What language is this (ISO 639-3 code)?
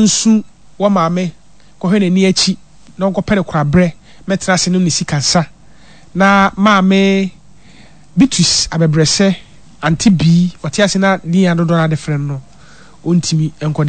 aka